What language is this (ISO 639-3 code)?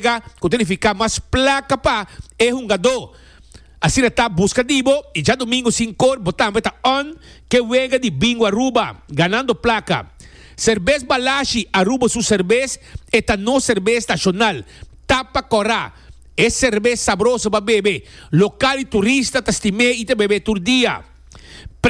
pap